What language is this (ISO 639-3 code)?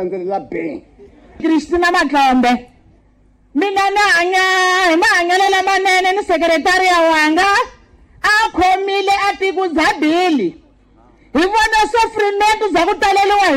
tso